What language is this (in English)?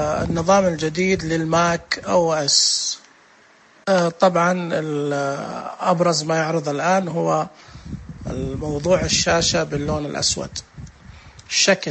Najdi Arabic